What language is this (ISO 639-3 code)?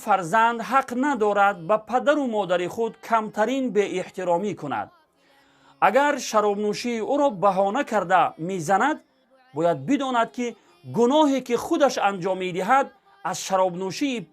tgk